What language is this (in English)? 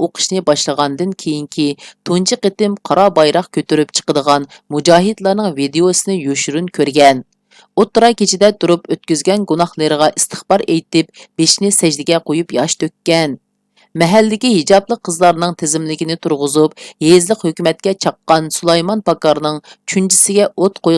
Uyghur